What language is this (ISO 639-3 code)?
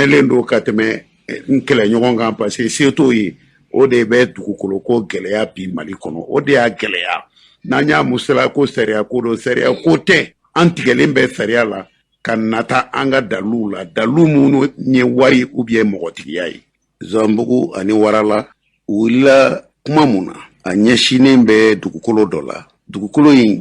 bam